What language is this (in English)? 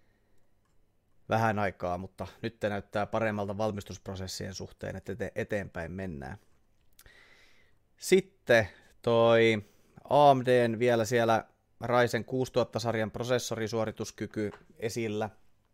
Finnish